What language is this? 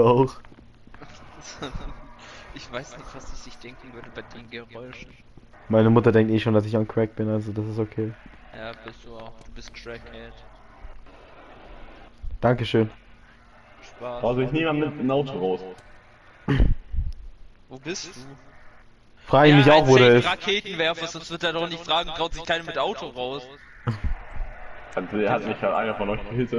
German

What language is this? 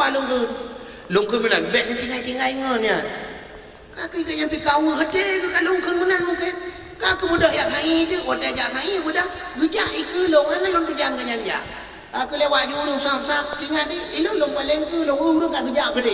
Achinese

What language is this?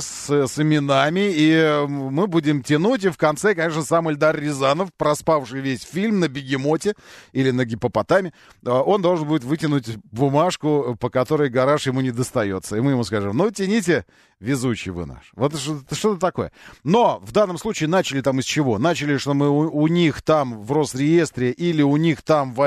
Russian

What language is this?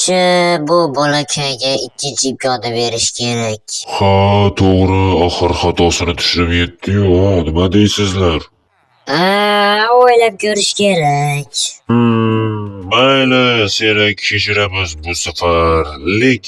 Uzbek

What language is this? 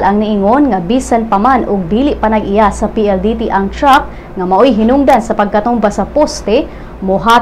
Cebuano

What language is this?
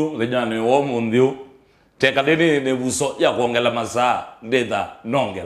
Kamba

